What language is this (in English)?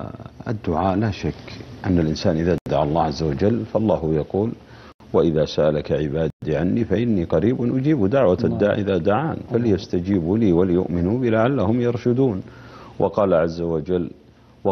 Arabic